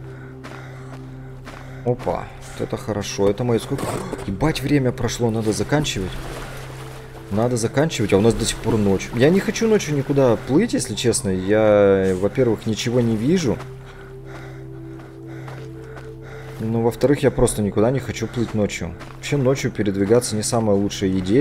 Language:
Russian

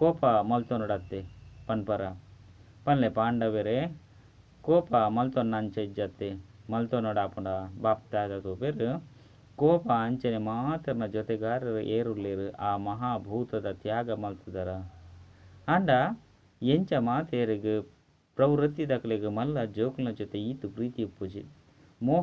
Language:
Tulu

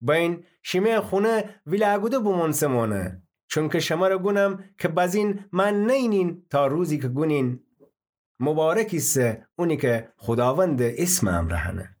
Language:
Gilaki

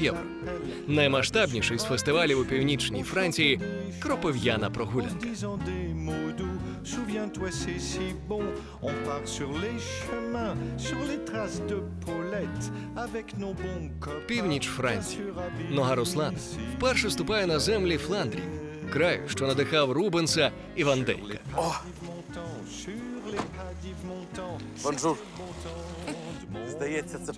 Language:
Ukrainian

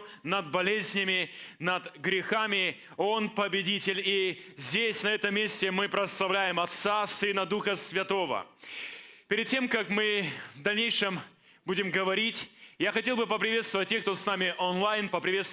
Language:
Russian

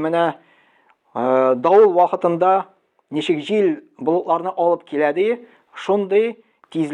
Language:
Tatar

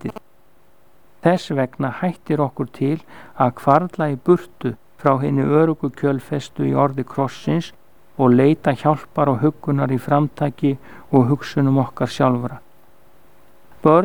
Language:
Icelandic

